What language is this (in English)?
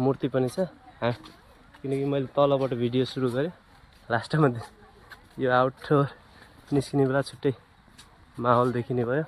Nepali